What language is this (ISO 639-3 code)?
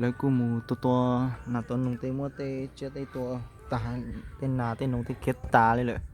hmn